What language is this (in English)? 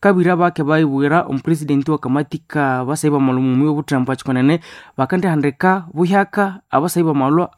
Nande